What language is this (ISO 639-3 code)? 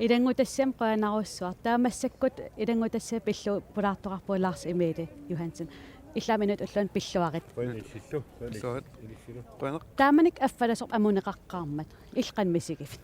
kal